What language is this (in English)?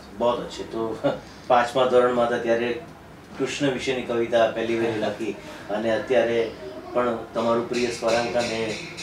Gujarati